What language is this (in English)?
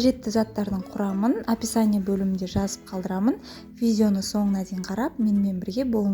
Kazakh